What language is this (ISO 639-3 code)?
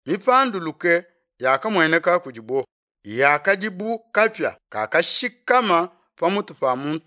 lua